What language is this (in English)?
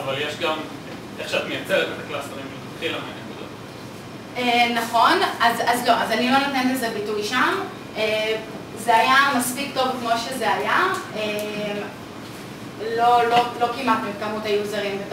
Hebrew